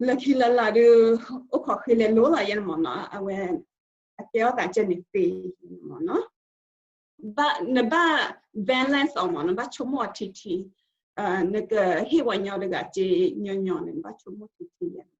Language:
S'gaw Karen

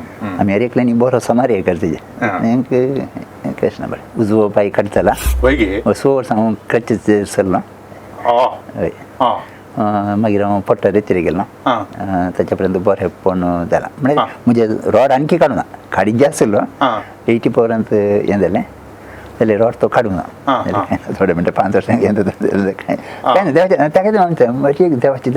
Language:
Konkani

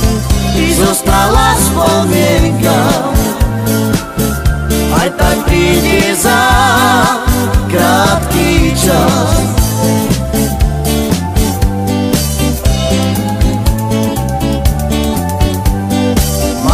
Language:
Slovak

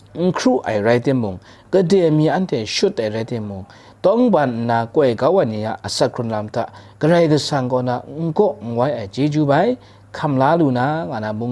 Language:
Kachin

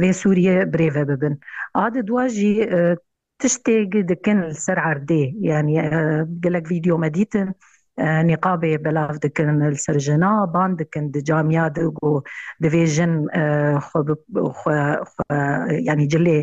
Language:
Kurdish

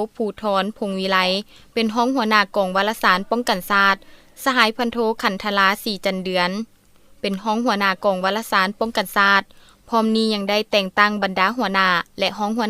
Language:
Lao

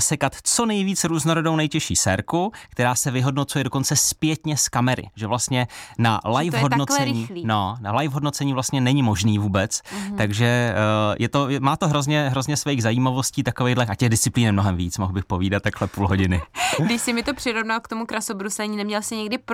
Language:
Czech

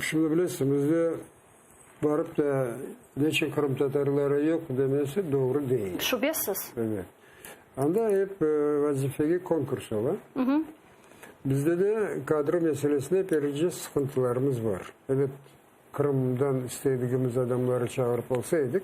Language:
Crimean Tatar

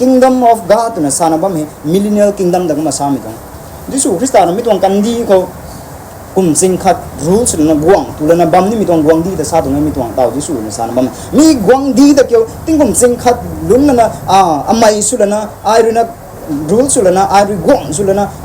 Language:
Rongmei Naga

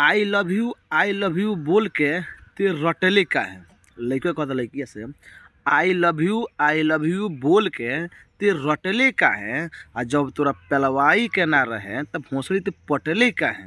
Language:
Bhojpuri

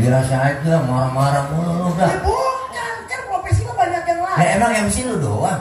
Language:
Betawi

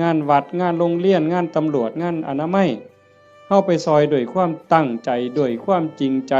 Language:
Northeastern Thai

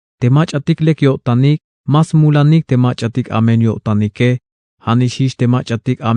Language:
Tzeltal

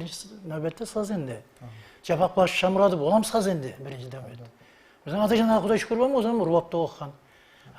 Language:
Kara-Kalpak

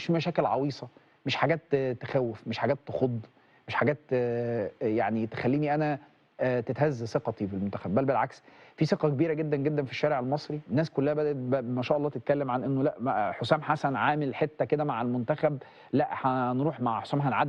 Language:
Egyptian Arabic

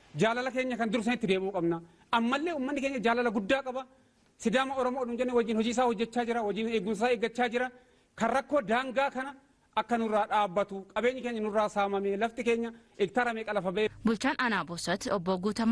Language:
Oromo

